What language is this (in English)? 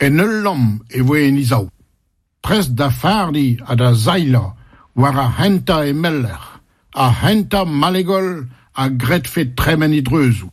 Breton